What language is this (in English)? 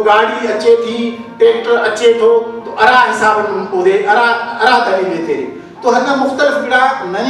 Brahui